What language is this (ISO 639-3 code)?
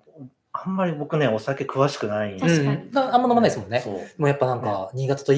jpn